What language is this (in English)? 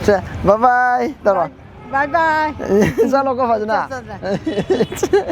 Manipuri